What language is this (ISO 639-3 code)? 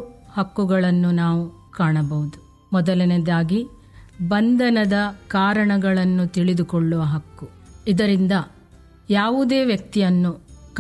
kan